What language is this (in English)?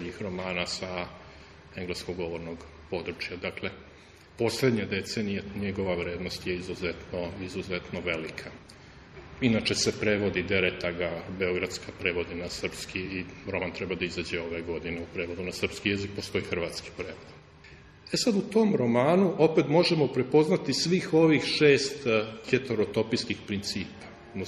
Serbian